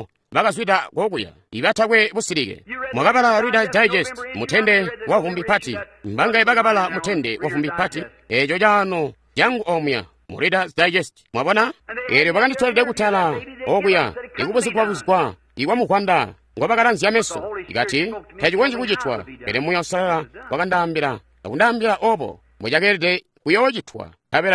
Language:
Tonga (Zambia)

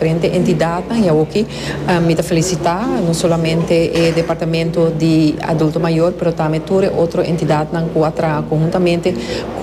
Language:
Papiamento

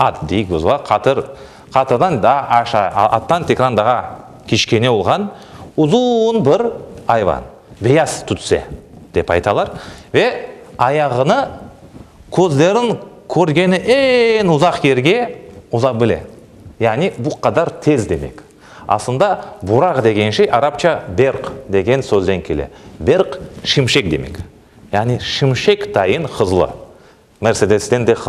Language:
Crimean Tatar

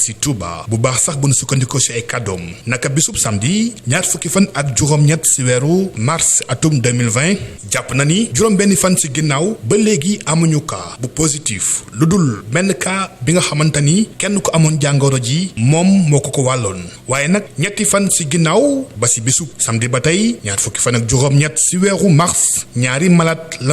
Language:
Wolof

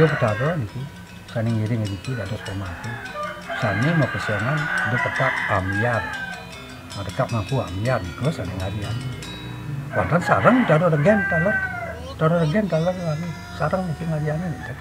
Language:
Balinese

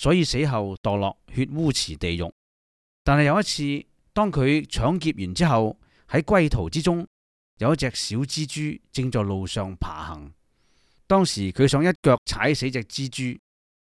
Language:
Cantonese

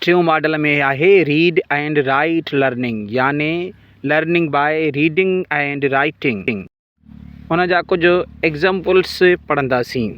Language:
Sindhi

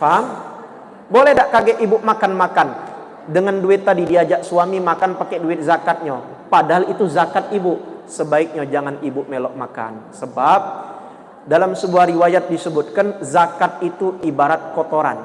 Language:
Musi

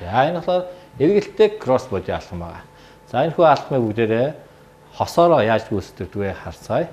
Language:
Mongolian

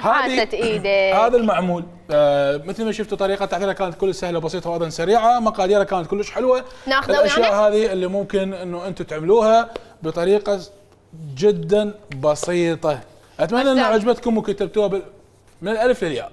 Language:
Mesopotamian Arabic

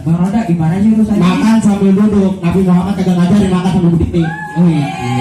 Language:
Betawi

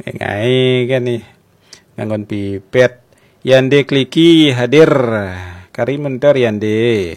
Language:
Balinese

